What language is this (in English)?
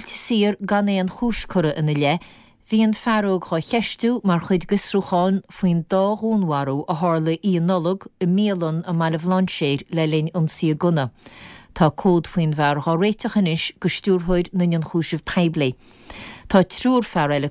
Irish